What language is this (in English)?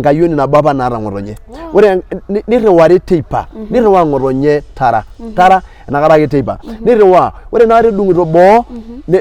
Masai